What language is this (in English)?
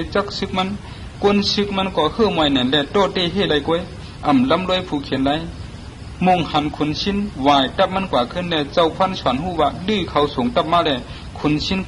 Shan